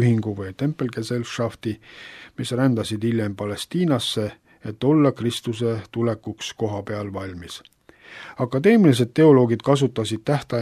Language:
Estonian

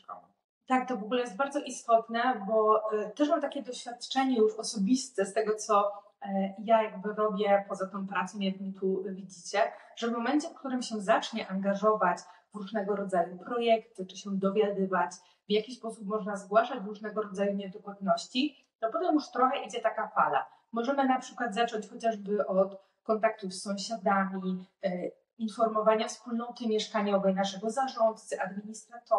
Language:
Polish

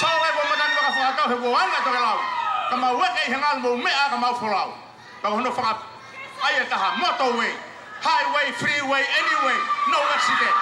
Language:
Tongan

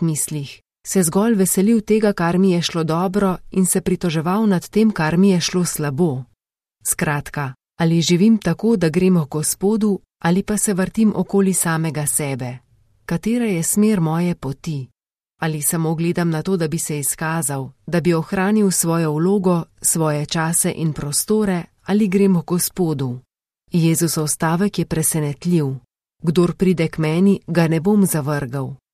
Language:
Slovenian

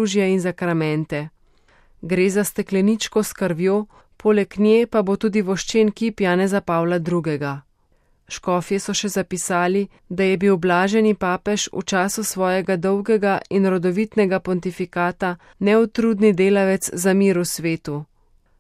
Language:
Slovenian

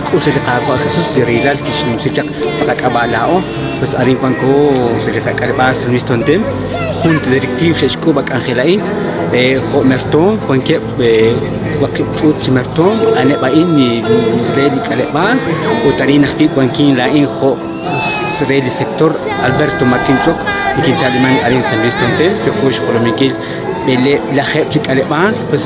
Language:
Kekchí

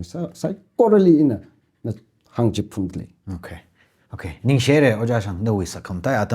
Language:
Tangkhul Naga (India)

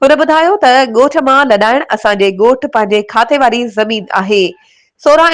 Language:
Sindhi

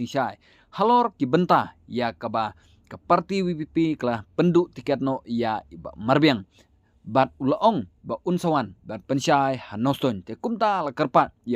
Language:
Khasi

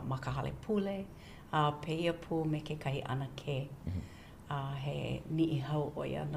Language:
Hawaiian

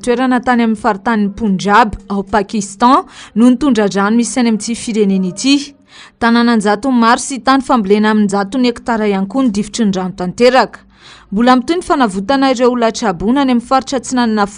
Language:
Malagasy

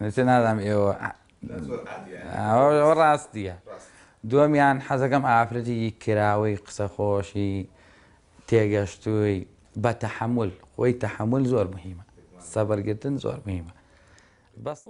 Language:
Central Kurdish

